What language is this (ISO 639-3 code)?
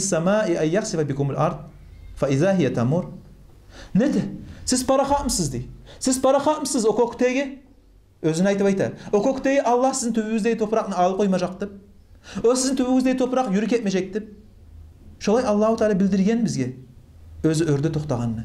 kum